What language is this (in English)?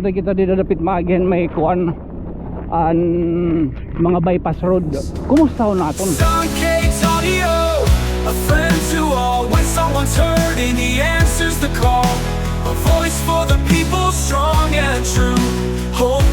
Waray